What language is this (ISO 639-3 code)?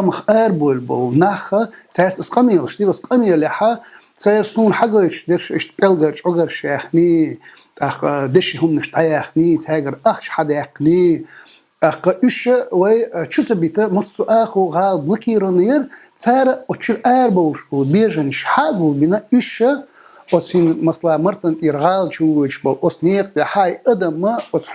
che